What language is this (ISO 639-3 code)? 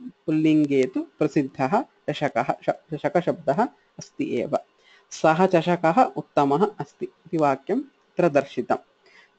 san